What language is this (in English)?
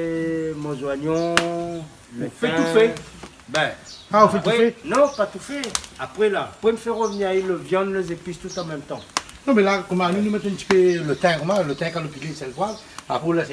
Réunion Creole French